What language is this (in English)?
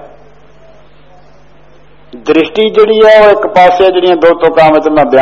Punjabi